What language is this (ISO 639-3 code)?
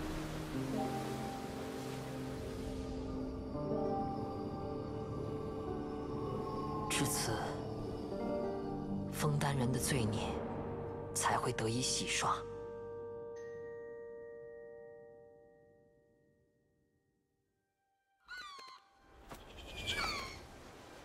zho